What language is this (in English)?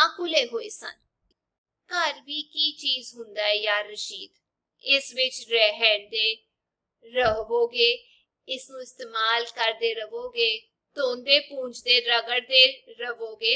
Punjabi